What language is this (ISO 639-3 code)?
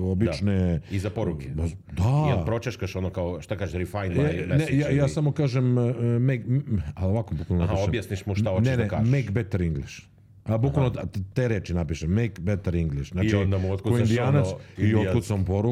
srp